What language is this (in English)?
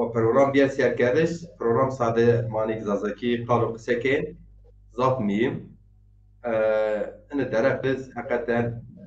Zaza